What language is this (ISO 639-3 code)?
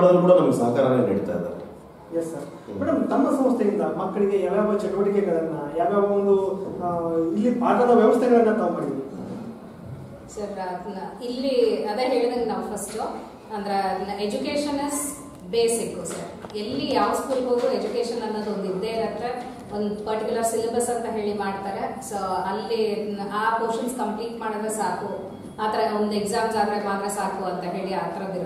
kan